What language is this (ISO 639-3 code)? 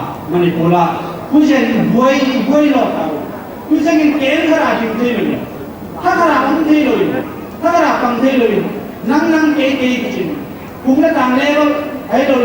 pck